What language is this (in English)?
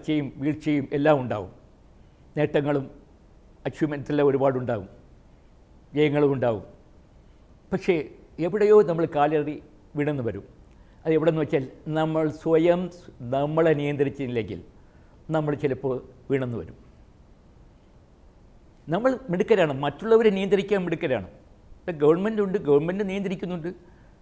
Malayalam